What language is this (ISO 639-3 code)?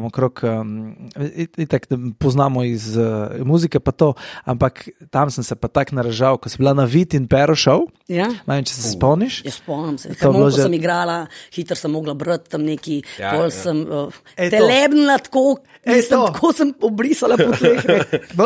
slv